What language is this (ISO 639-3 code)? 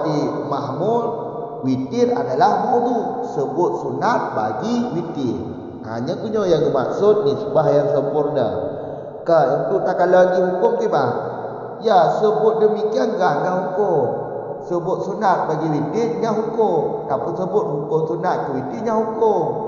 msa